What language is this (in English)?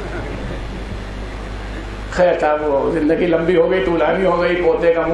Urdu